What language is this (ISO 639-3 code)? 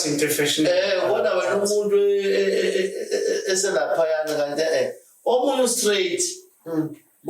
zul